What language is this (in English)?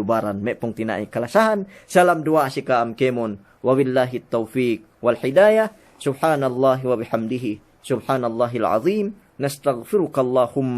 Yakan